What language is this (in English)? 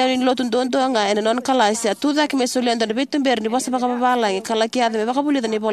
Fijian